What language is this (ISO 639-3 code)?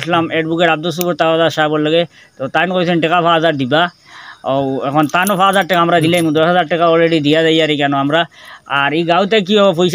syl